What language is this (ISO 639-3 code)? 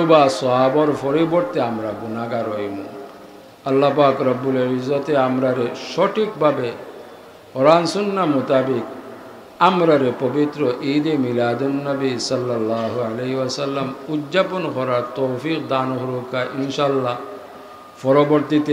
syl